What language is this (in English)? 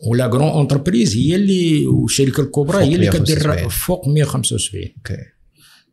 Moroccan Arabic